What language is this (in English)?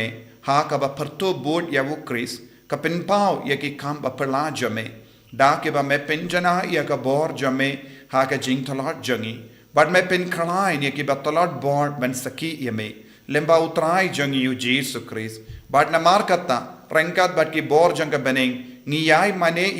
Khasi